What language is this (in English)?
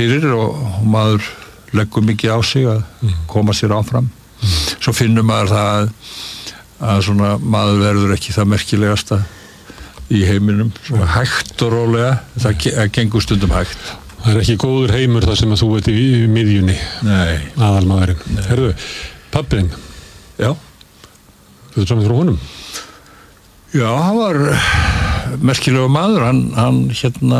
Icelandic